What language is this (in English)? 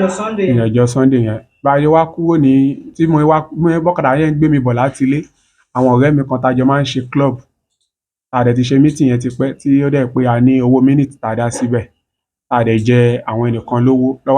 Yoruba